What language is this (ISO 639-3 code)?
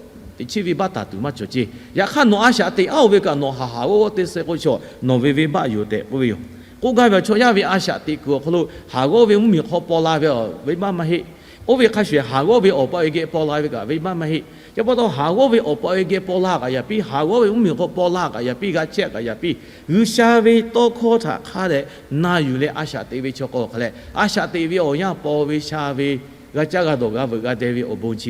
lhu